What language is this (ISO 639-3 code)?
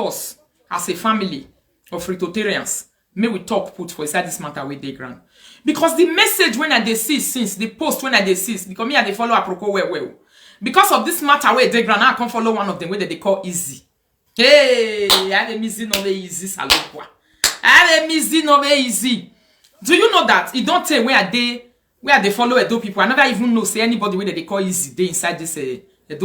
pcm